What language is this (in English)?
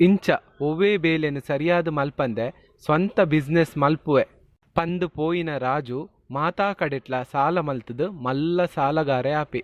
Tulu